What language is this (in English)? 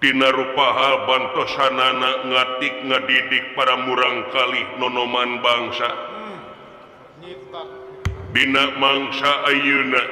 Sundanese